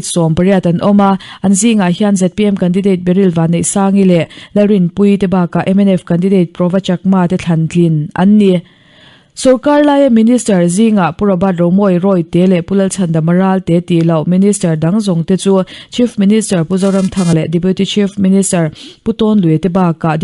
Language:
Mizo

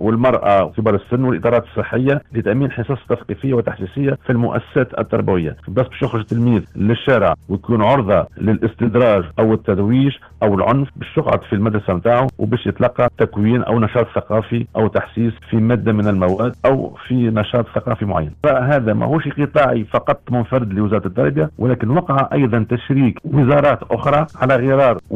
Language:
Tunisian Arabic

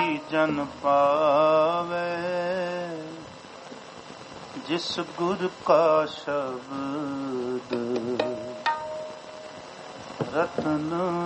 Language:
Punjabi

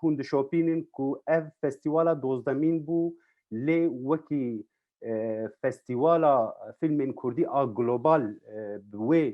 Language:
Kurdish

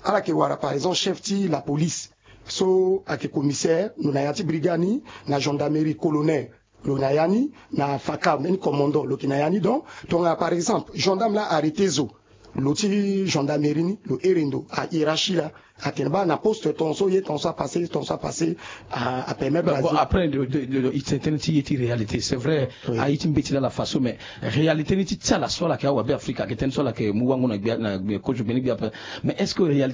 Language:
Sango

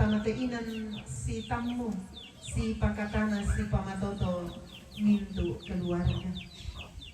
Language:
Toraja-Sa'dan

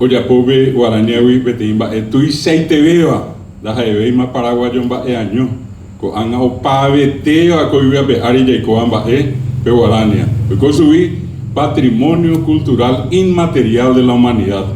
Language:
Guarani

